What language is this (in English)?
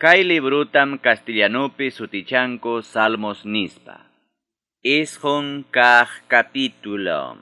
Ayacucho Quechua